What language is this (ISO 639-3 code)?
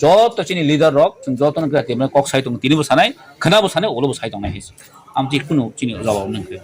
trp